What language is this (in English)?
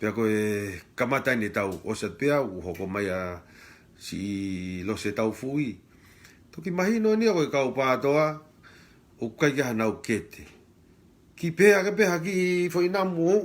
Tongan